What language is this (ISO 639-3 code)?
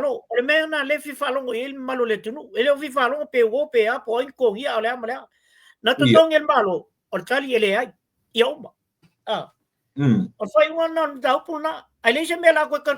smo